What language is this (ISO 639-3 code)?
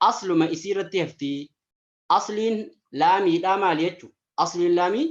orm